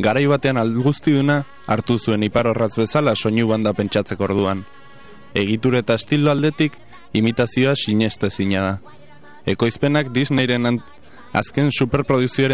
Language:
Basque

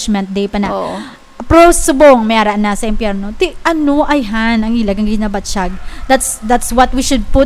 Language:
Hiligaynon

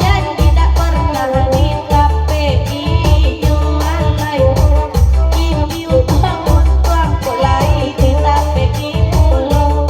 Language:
Minangkabau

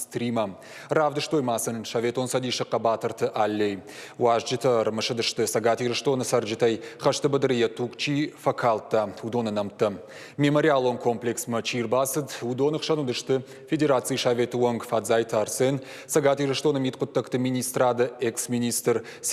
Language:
Ossetic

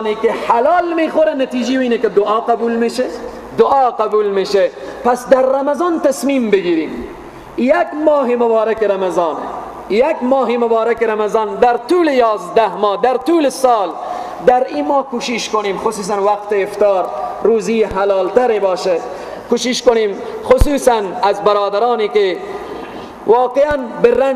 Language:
Persian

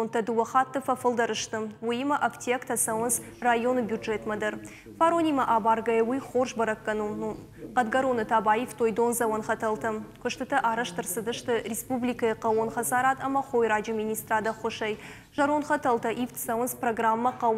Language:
Ossetic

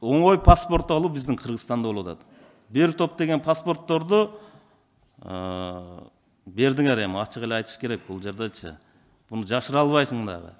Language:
Kyrgyz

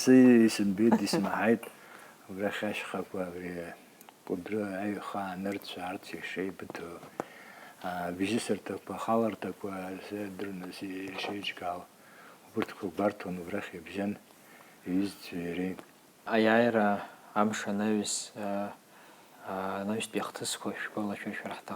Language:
Abkhazian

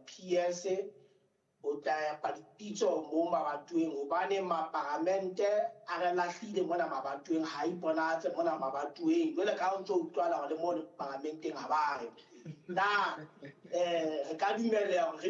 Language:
Southern Sotho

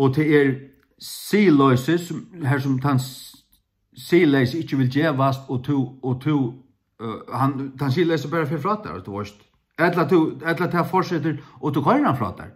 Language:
Faroese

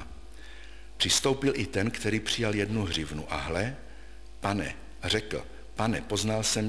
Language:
Czech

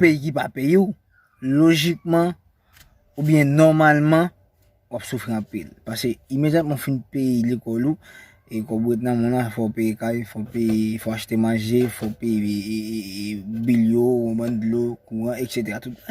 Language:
Haitian Creole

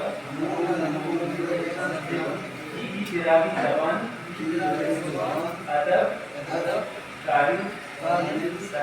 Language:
Brahui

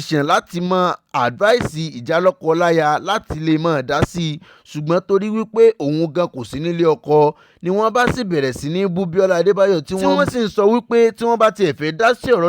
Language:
Yoruba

